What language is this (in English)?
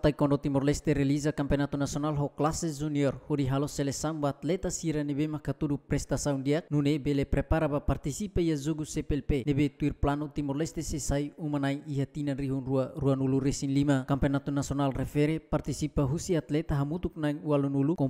Tetum